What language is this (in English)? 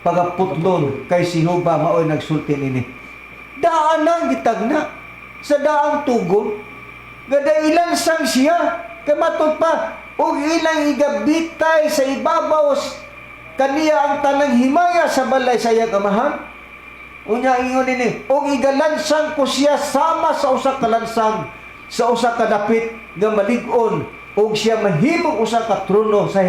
Cebuano